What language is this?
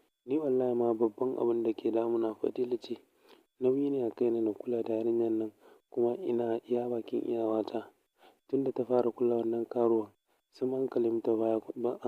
Hausa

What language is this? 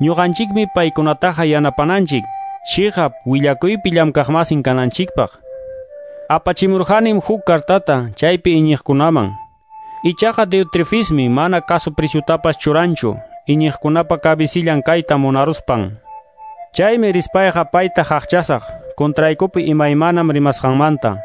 Quechua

